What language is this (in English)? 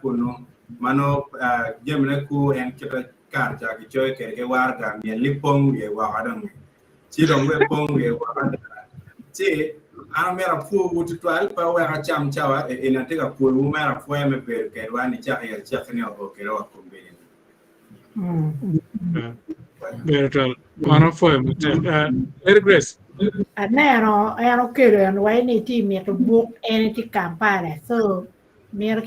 Acoli